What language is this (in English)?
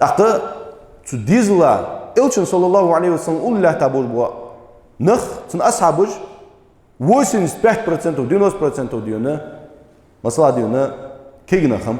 Ingush